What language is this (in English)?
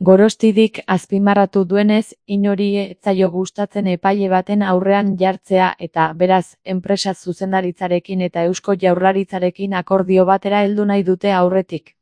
Basque